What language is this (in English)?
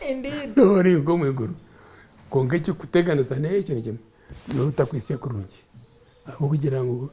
Nyankole